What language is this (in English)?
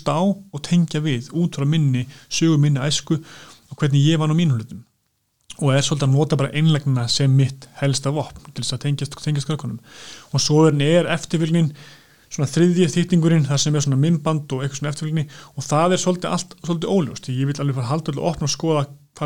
Icelandic